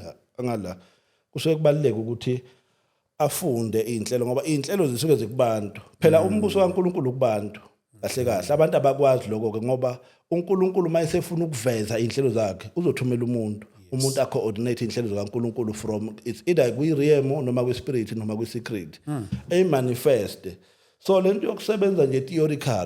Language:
Zulu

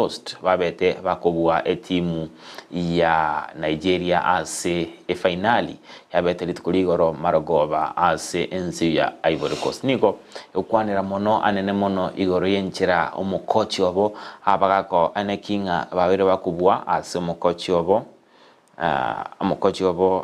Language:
Gusii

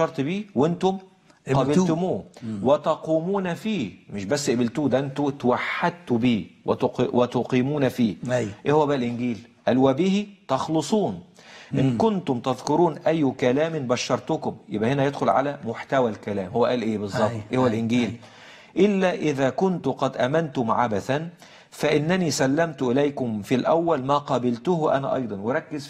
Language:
Egyptian Arabic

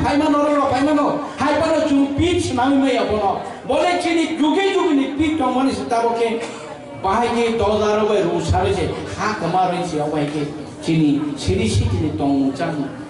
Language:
Kok Borok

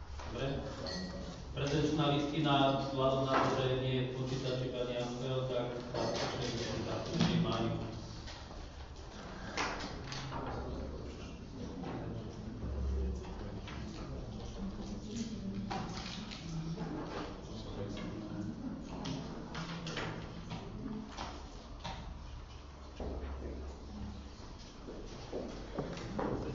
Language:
Slovak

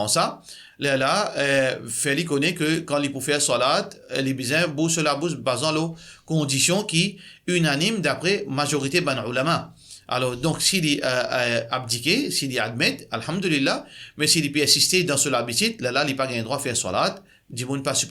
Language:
Morisyen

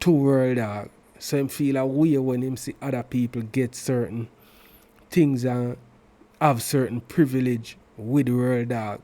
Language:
Jamaican Creole English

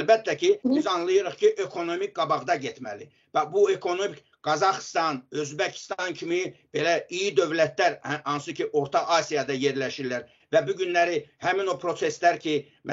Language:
Crimean Tatar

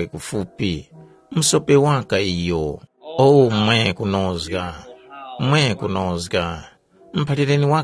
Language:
Tumbuka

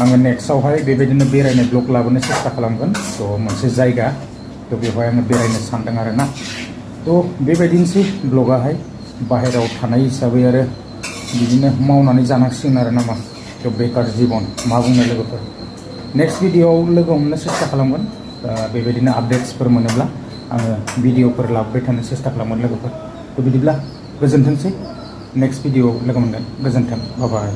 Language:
Bodo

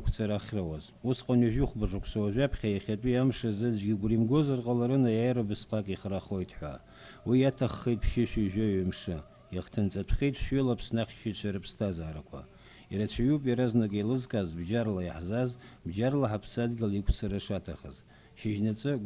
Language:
Abkhazian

